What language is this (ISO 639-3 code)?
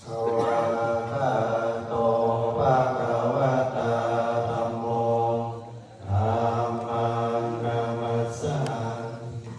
pli